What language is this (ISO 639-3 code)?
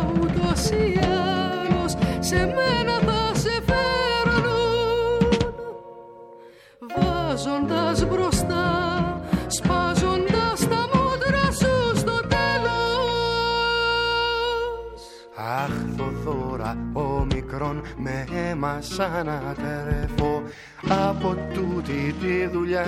ell